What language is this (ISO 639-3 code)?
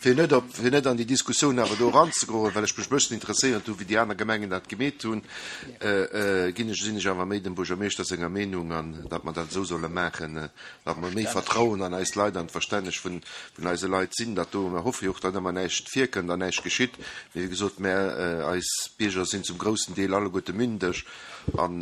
ltz